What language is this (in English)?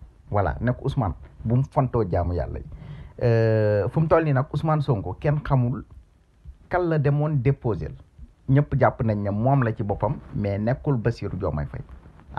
Wolof